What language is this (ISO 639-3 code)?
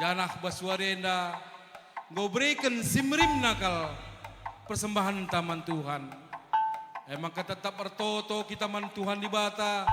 btx